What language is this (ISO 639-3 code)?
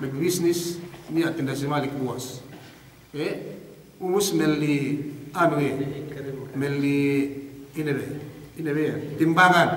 yka